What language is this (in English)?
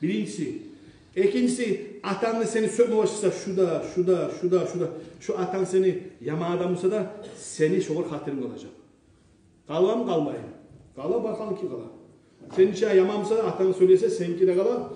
Kumyk